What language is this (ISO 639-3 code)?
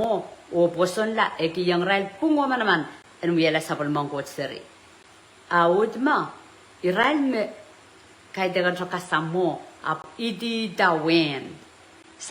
pon